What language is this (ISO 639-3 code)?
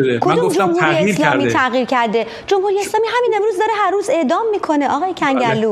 fas